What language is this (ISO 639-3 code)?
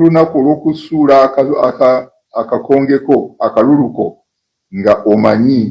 lug